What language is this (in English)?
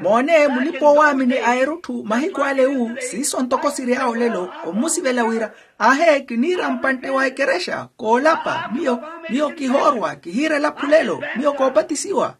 Makhuwa